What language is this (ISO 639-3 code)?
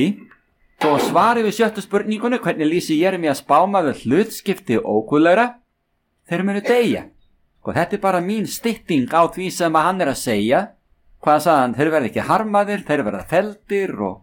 isl